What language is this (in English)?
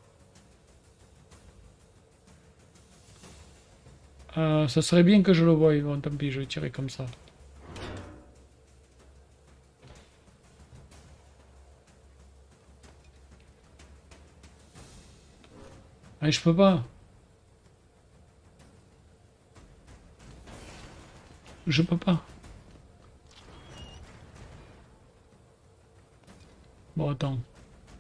French